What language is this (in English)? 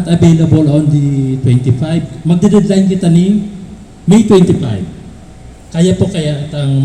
Bikol